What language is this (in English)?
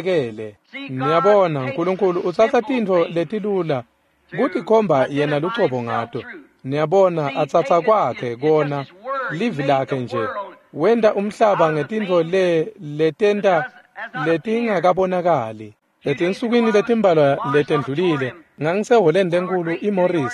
Swati